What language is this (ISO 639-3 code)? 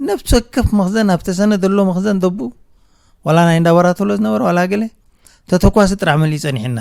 tir